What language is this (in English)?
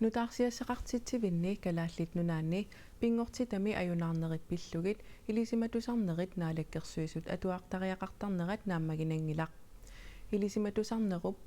Kalaallisut